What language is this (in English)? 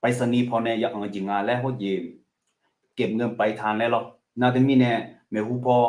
Akha